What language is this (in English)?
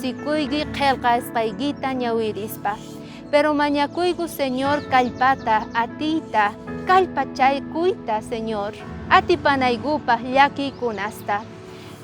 South Bolivian Quechua